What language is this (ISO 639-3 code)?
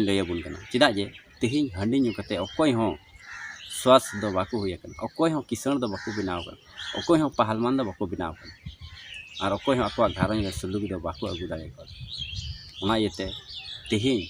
sat